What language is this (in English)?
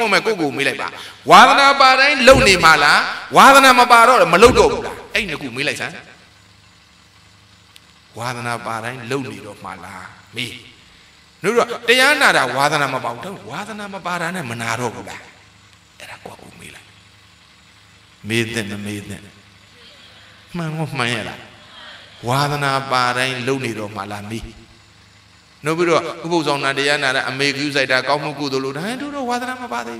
Burmese